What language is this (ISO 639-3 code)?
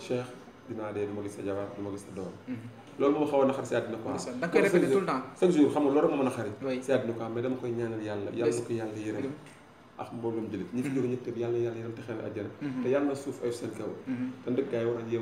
wol